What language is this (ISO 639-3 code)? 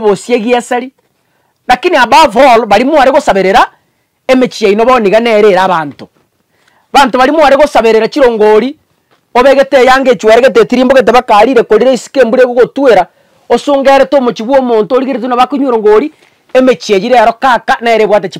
guz